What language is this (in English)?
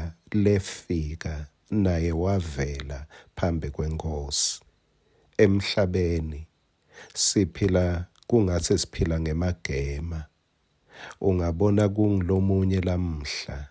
Swati